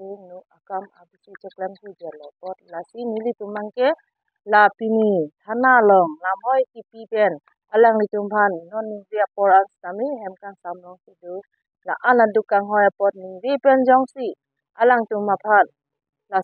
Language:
Karbi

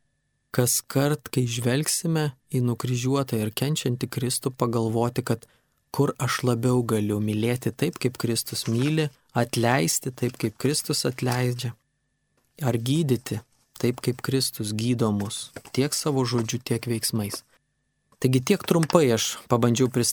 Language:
Lithuanian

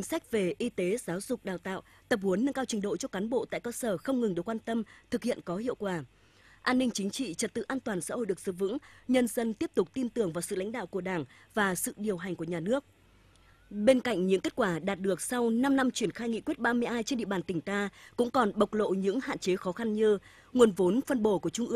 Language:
Vietnamese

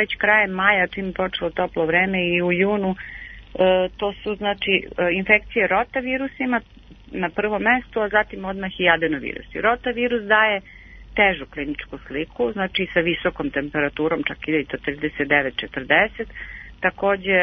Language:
Serbian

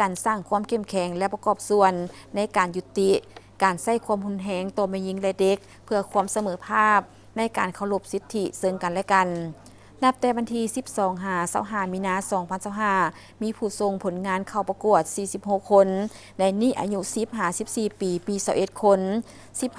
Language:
Lao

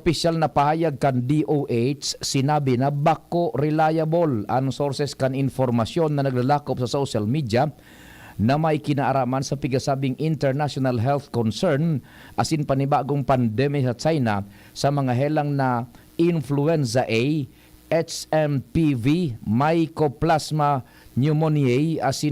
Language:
Bikol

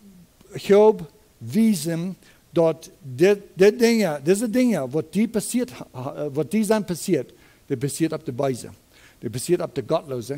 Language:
Plautdietsch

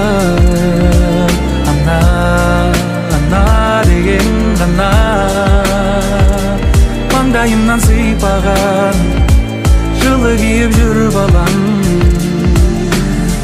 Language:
Kazakh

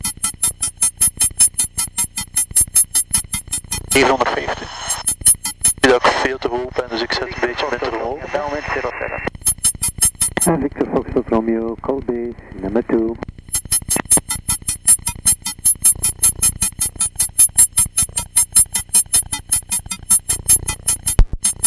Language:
Dutch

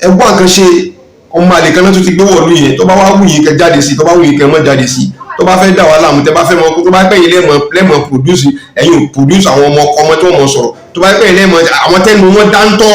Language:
Yoruba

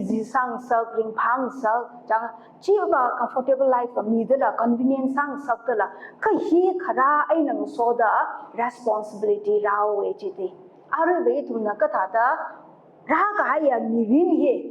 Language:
Tangkhul Naga (India)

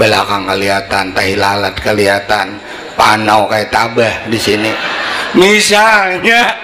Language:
Banjar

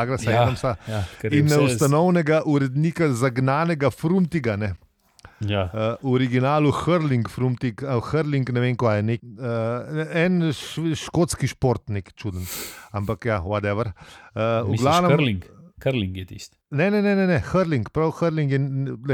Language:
Slovenian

